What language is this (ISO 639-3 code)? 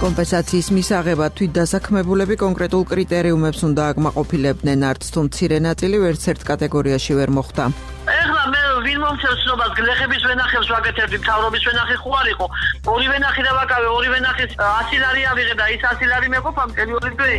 kat